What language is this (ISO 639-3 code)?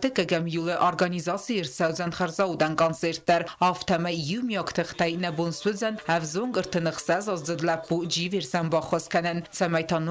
oss